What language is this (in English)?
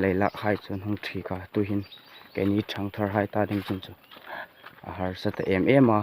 Hmar